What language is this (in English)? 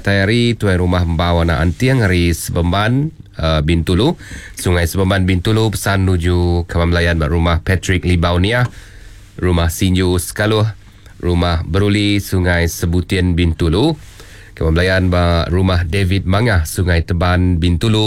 Iban